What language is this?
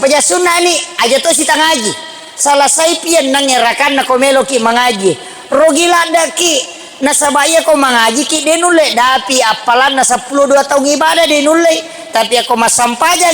Buginese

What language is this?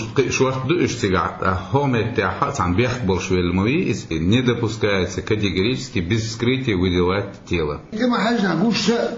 Chechen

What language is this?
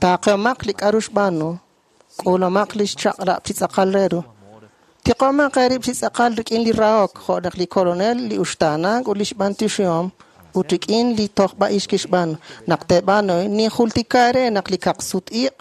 Kekchí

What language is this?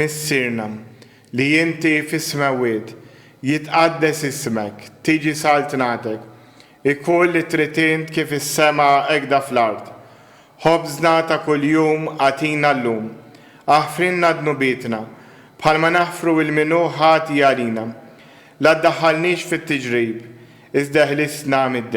Maltese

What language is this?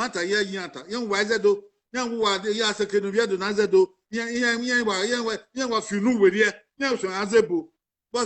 Bini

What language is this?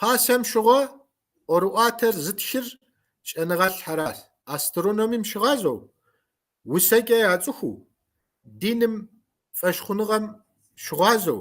Kabardian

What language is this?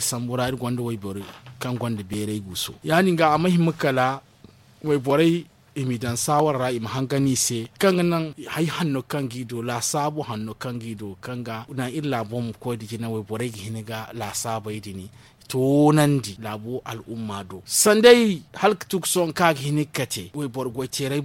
Zarma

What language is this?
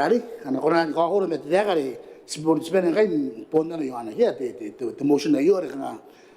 Gilbertese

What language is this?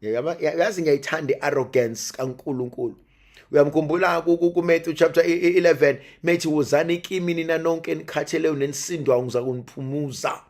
Zulu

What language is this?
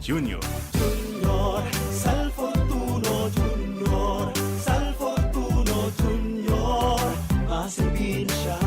Bikol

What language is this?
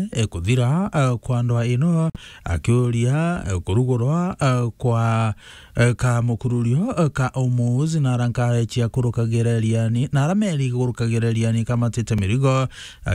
Meru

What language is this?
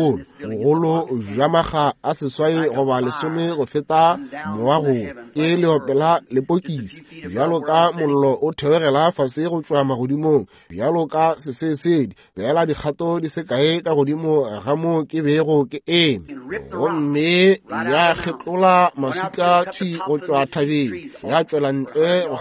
Northern Sotho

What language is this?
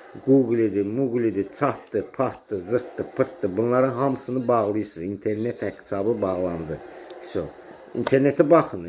Azerbaijani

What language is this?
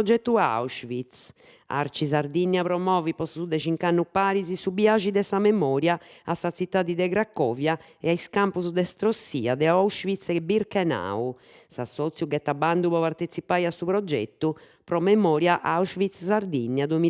Sardinian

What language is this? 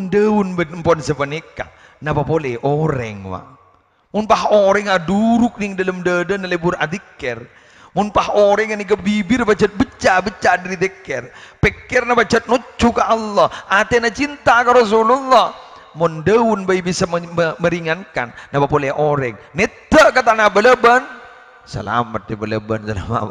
Madurese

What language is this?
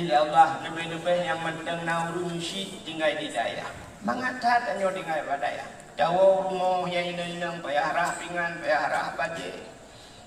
Achinese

